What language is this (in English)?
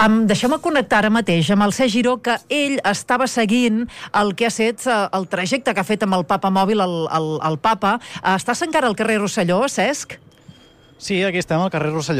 Catalan